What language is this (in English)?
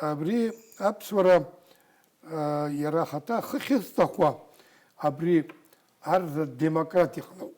Abkhazian